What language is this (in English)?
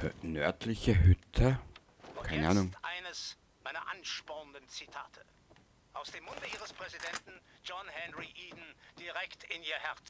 Bavarian